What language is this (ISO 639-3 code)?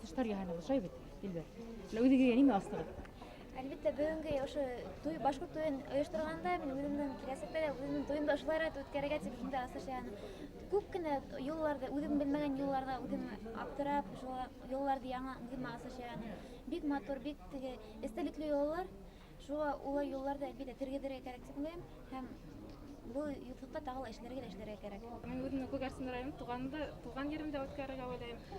bak